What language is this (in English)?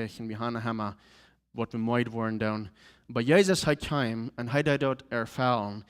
Plautdietsch